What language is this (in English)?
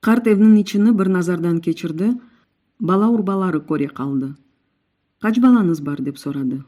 Crimean Tatar